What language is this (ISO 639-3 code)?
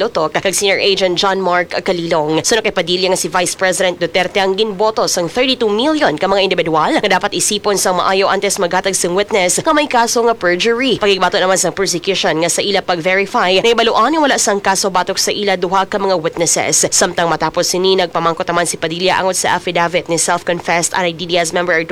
hil